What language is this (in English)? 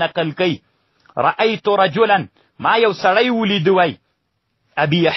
Pashto